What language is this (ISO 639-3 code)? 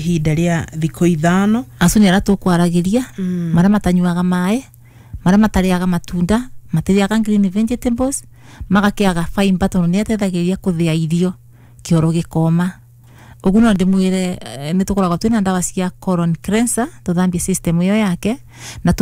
kik